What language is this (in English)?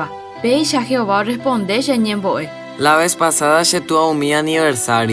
Guarani